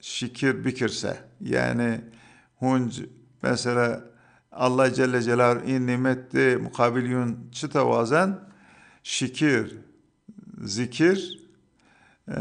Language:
Zaza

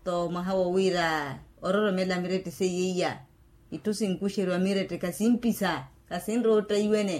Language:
Makhuwa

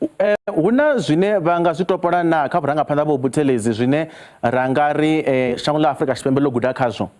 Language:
Venda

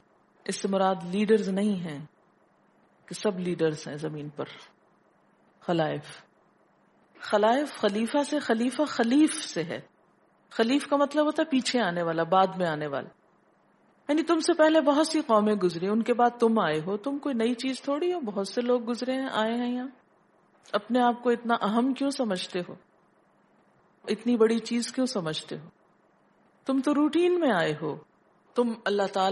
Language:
Urdu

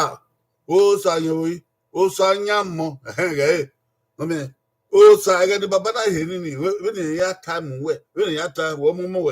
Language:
Bini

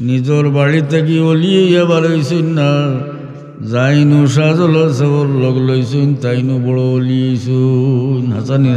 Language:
Sylheti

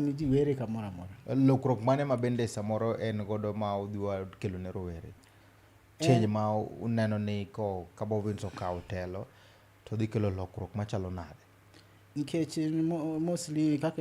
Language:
Luo (Kenya and Tanzania)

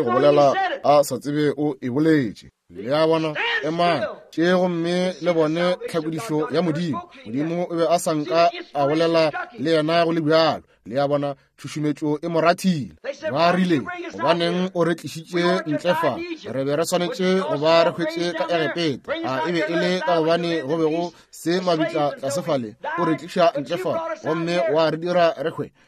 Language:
Northern Sotho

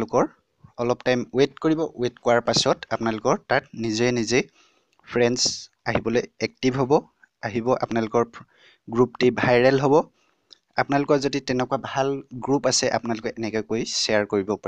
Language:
Assamese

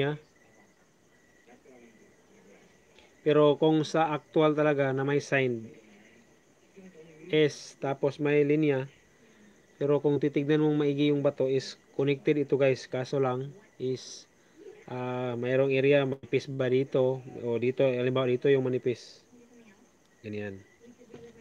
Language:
Filipino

